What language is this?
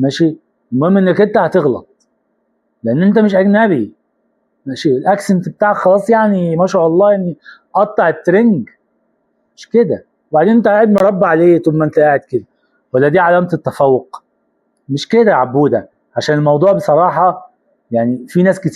Egyptian Arabic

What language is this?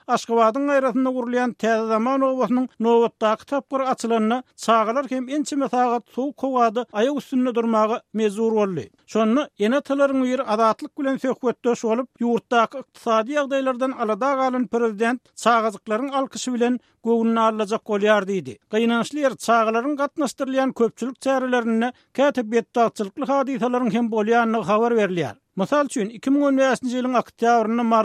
Turkmen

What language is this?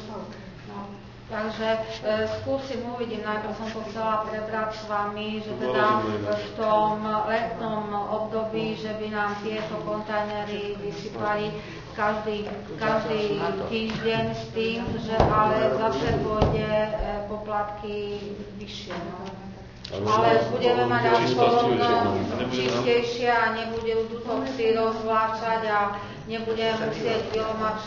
Slovak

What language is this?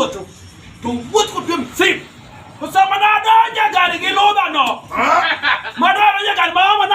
Luo (Kenya and Tanzania)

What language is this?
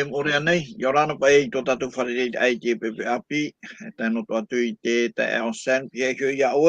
Tahitian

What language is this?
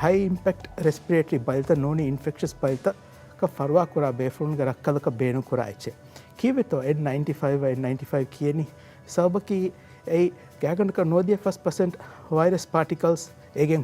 Divehi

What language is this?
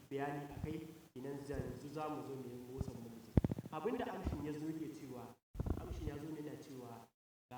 Hausa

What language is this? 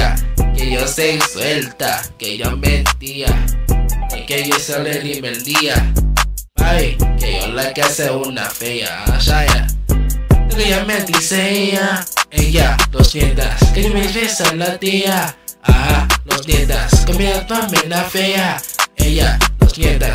Spanish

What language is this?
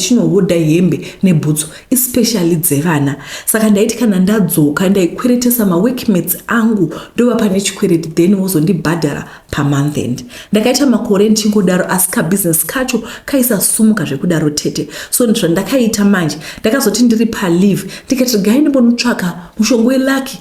Shona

